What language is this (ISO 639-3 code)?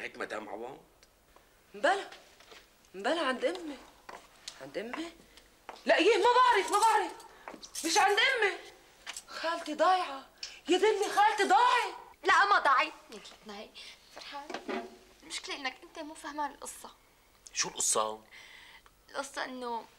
apc